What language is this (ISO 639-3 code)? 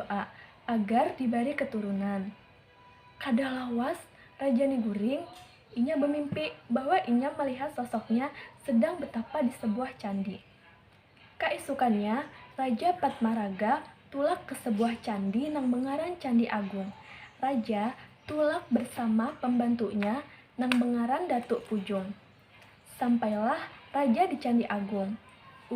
bjn